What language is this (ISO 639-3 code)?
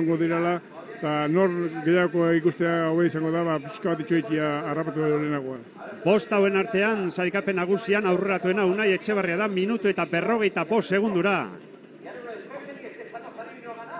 eus